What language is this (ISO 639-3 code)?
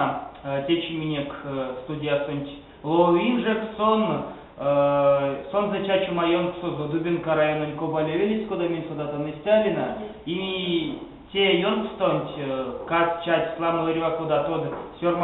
myv